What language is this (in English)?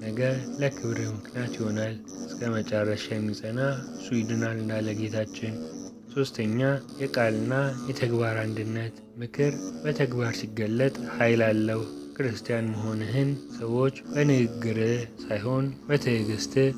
Amharic